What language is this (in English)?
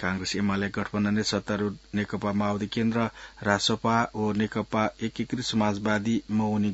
Newari